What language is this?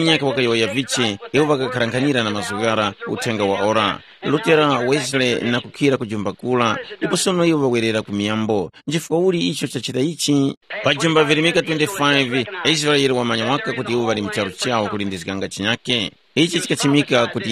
Tumbuka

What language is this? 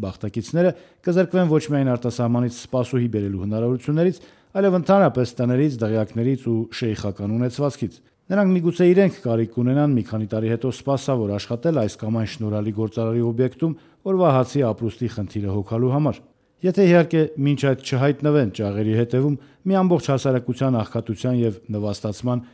Armenian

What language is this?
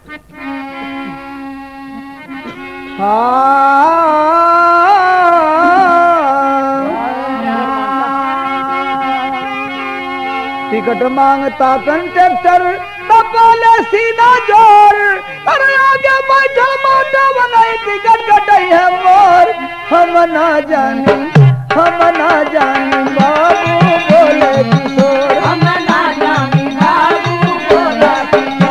Bhojpuri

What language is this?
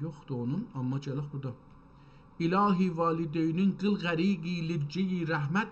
South Azerbaijani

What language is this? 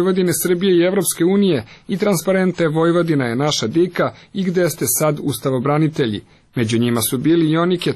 Serbian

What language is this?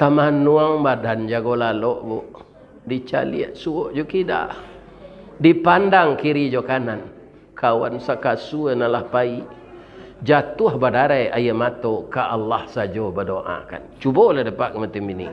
Minangkabau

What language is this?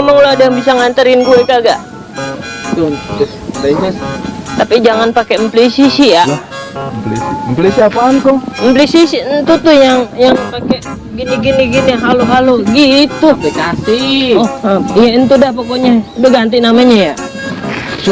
Betawi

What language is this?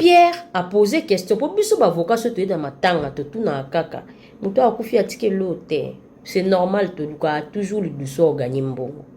Lingala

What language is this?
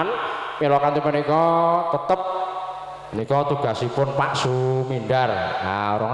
Javanese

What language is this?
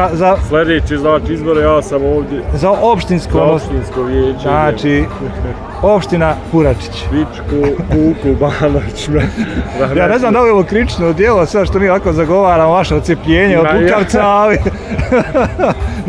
Bosnian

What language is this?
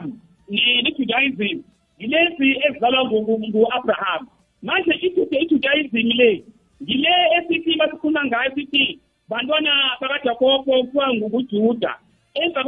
South Ndebele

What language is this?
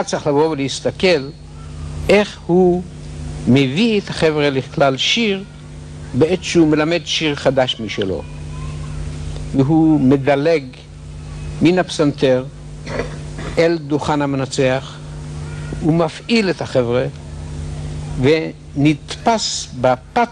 Hebrew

